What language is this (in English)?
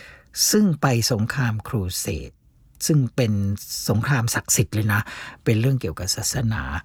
Thai